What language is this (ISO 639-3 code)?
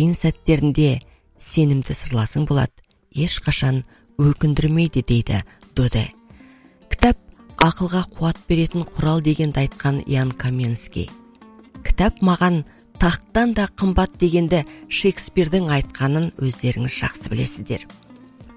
kaz